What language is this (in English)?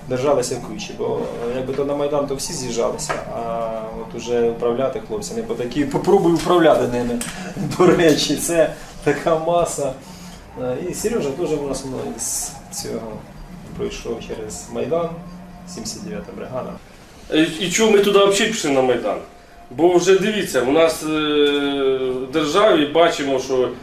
Ukrainian